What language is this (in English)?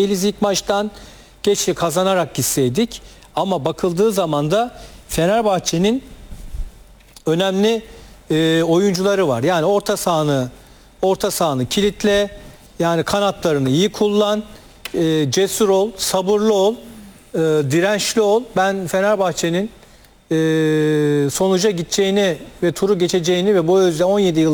Turkish